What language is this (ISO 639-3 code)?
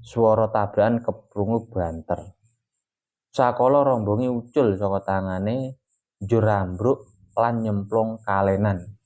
jav